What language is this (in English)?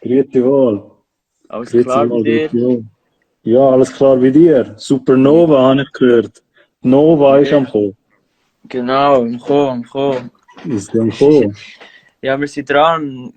Swiss German